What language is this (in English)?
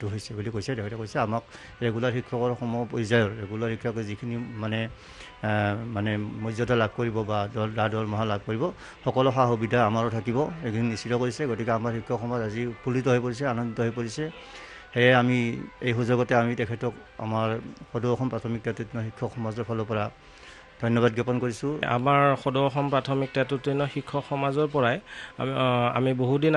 Assamese